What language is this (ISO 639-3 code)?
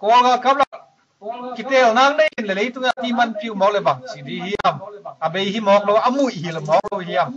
ctd